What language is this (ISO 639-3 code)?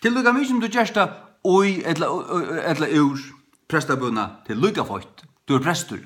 fao